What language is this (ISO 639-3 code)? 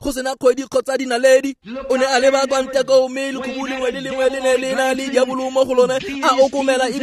tsn